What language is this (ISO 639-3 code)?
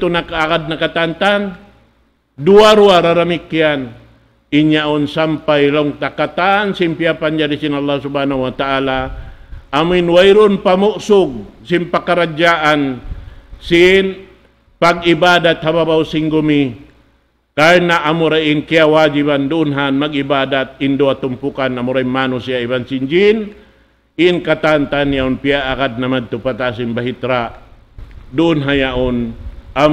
tsg